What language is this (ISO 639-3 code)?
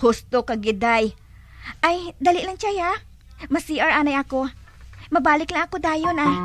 hil